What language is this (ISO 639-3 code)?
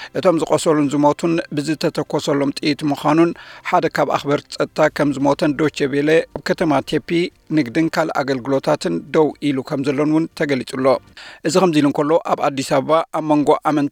tir